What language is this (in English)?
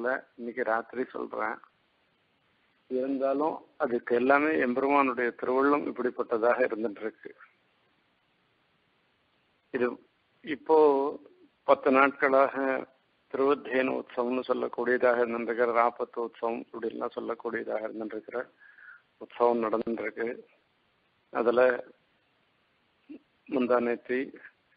Tamil